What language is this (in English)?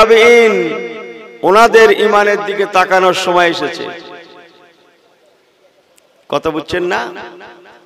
Bangla